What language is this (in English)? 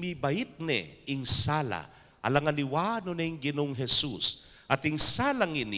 Pampanga